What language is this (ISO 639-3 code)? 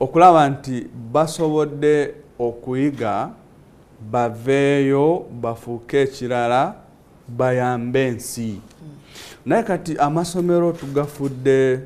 lug